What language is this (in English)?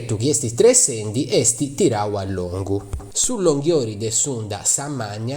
Sardinian